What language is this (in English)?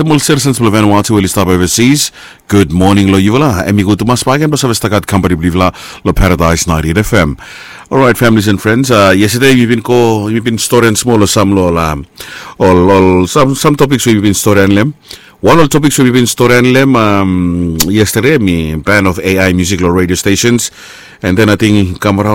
Bislama